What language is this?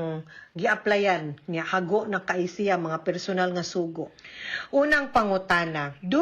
Cebuano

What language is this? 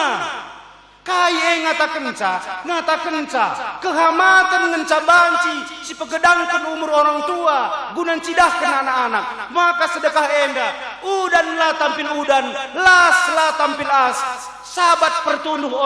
Batak Karo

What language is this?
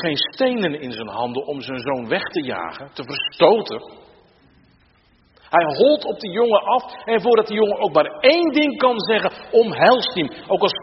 Dutch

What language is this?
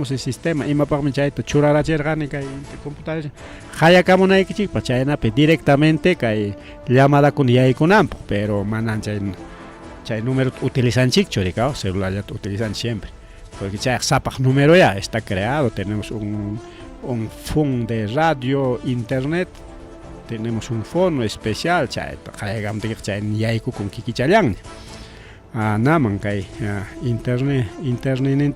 Ayacucho Quechua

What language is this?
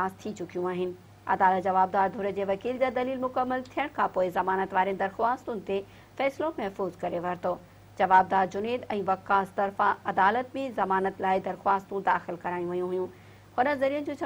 Sindhi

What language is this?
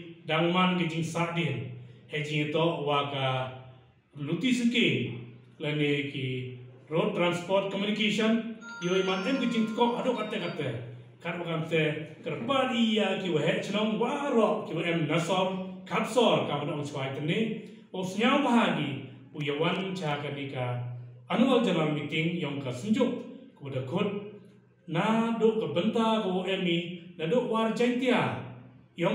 Pnar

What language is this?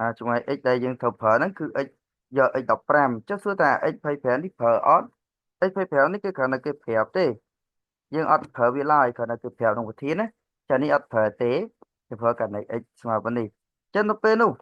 Khmer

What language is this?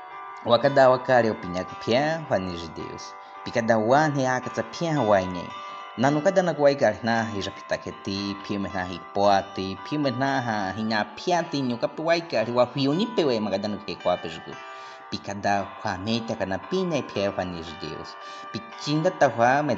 Baniwa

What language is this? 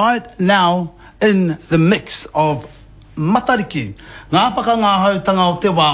Māori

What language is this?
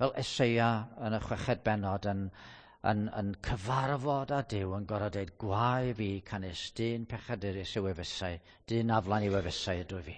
Welsh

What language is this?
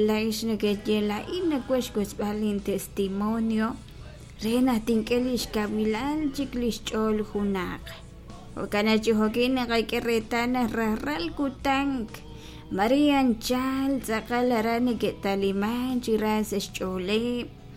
Kekchí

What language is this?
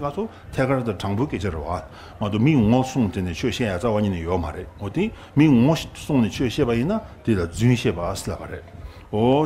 Tibetan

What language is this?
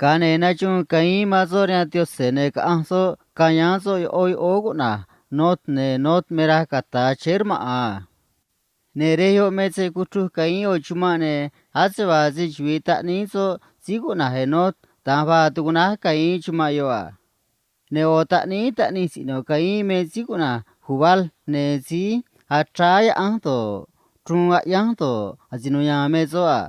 Copala Triqui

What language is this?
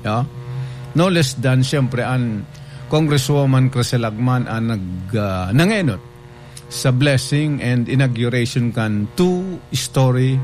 Bikol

